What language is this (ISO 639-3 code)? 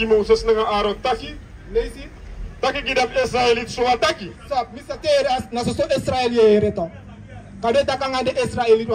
srn